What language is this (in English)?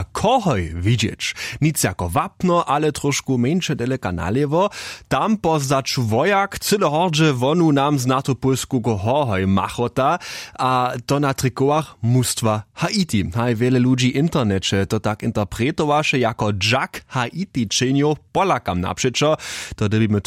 Upper Sorbian